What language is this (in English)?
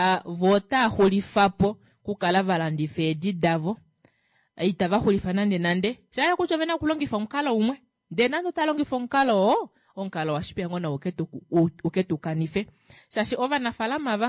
Kuanyama